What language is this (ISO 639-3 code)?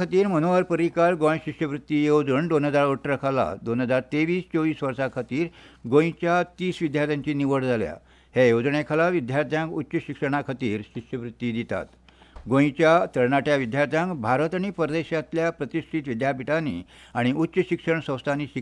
kok